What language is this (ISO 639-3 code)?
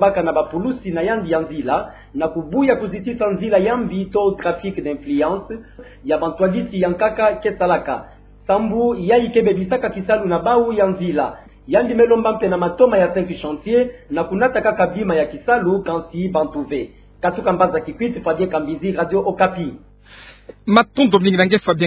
ktu